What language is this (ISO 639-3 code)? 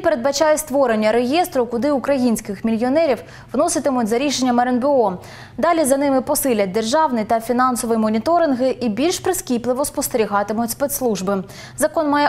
ukr